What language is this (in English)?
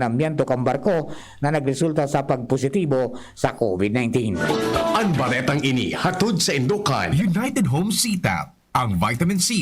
Bikol